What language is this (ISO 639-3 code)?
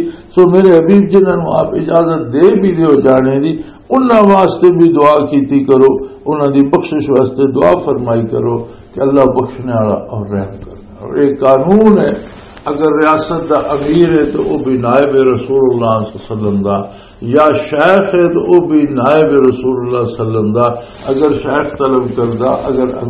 lah